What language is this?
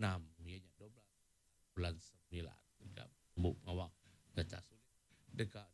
Iban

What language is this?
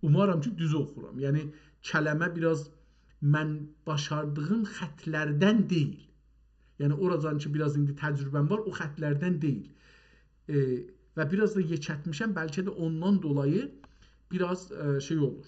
South Azerbaijani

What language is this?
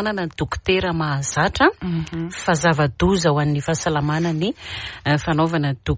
Malagasy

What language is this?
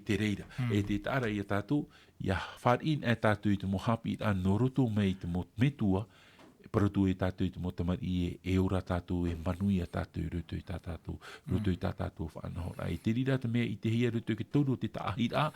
Tahitian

